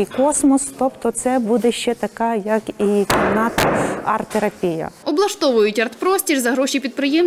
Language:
Ukrainian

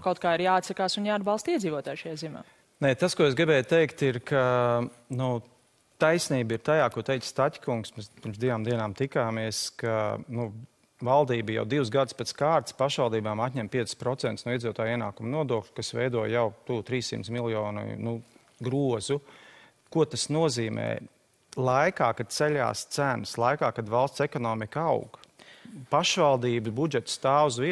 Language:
Latvian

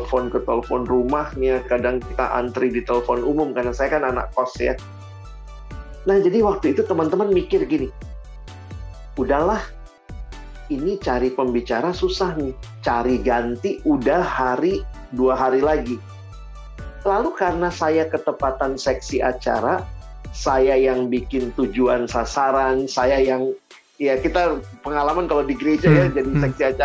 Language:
Indonesian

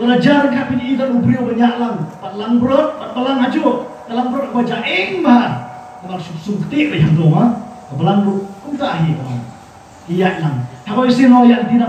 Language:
Khasi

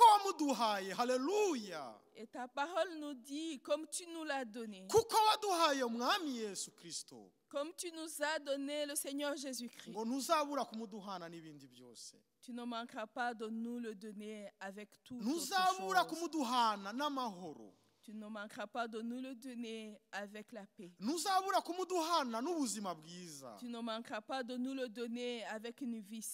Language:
Kinyarwanda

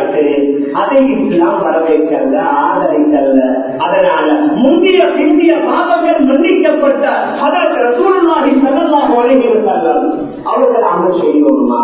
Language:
Tamil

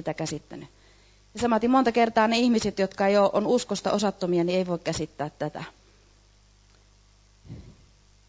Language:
Finnish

